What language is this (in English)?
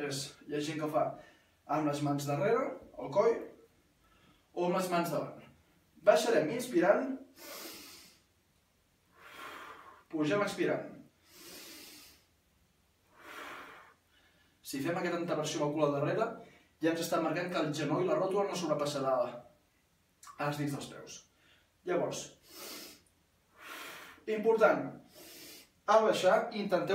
Catalan